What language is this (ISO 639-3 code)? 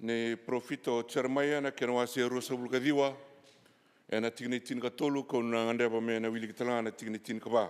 fij